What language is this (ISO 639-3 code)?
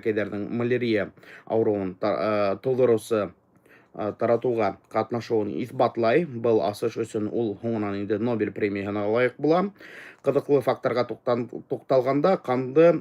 bak